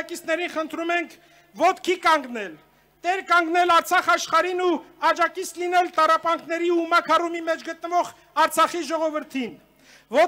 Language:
Armenian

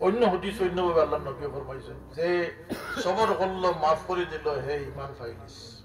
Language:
Sylheti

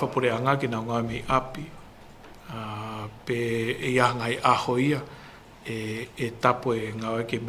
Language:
Tongan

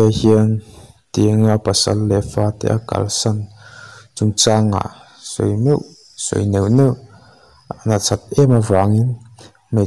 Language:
Mizo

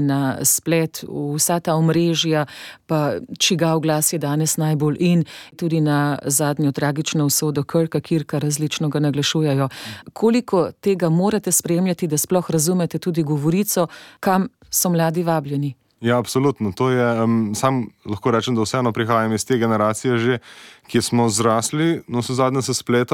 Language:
Slovenian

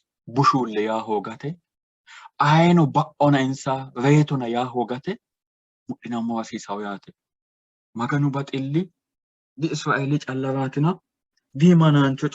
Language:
Sidamo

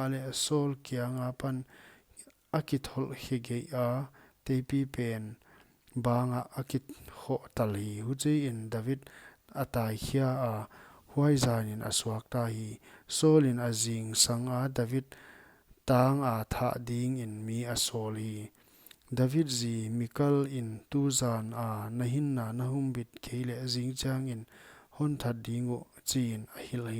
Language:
Paite Chin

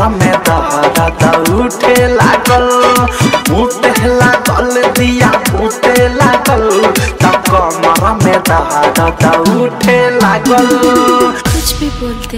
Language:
Bhojpuri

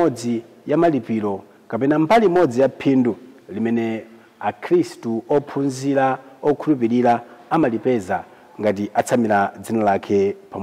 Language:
Nyanja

